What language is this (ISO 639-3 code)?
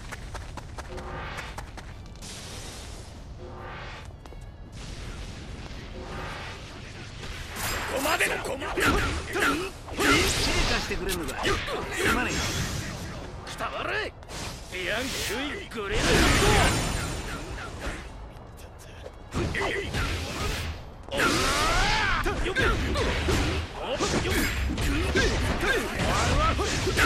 jpn